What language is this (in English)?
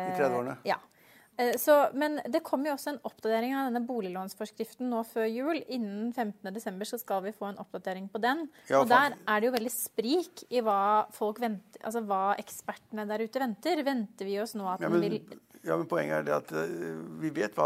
Norwegian